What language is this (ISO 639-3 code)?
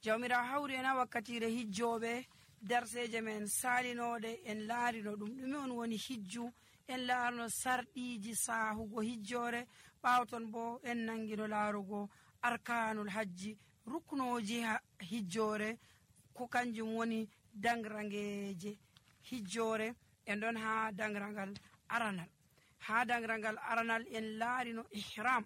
fuv